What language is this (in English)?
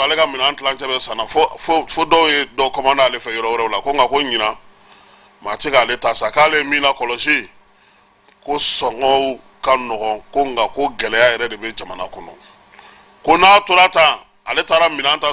Bambara